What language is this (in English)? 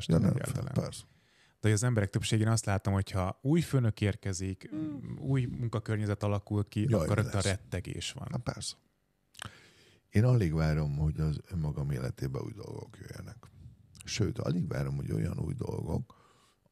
Hungarian